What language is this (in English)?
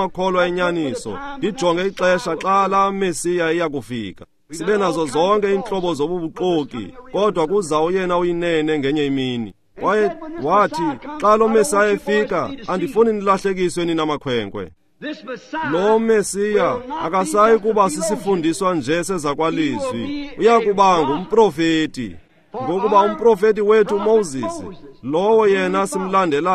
Xhosa